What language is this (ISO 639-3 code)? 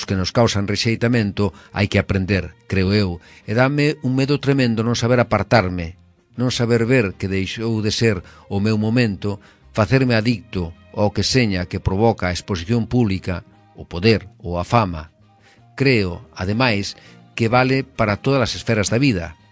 glg